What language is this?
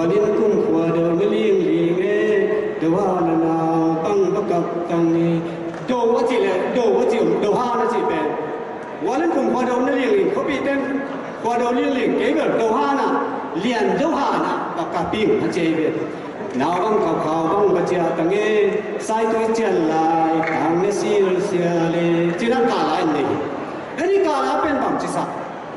Tedim Chin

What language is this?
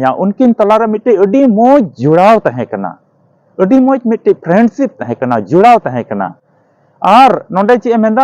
Santali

